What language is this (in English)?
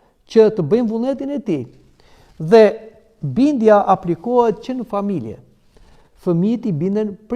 Albanian